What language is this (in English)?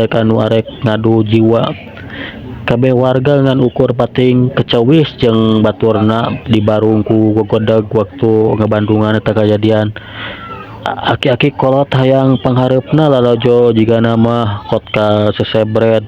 Sundanese